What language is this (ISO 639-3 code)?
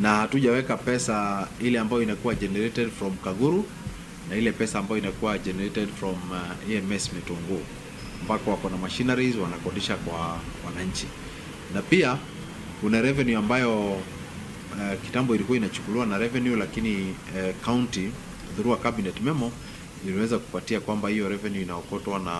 mer